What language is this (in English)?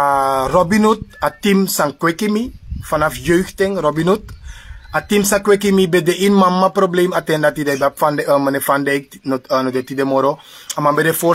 Sranan Tongo